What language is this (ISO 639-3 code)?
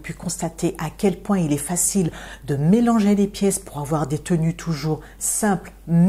fra